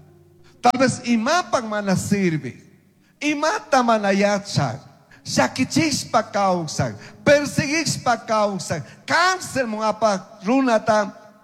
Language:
Chimborazo Highland Quichua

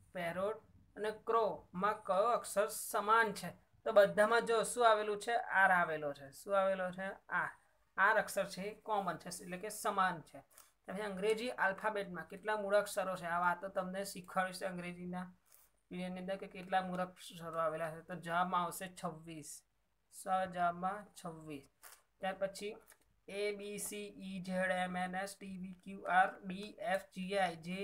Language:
Gujarati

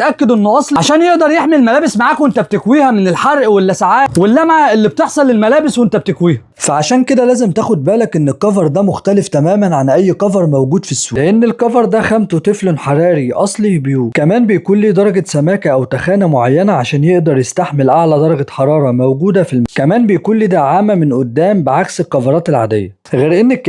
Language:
Egyptian Arabic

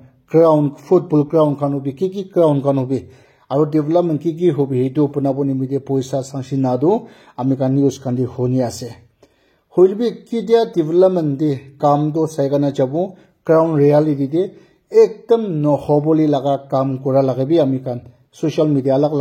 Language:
Naga Pidgin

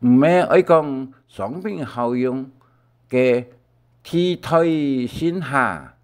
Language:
Hakka Chinese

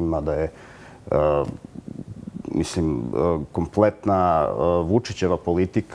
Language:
Serbian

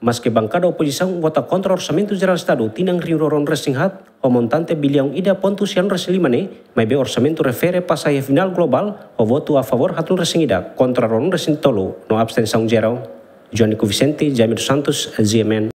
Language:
Tetum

